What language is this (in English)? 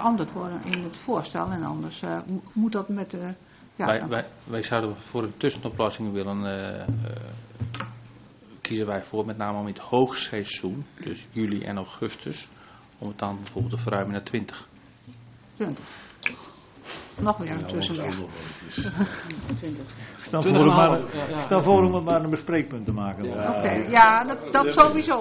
Dutch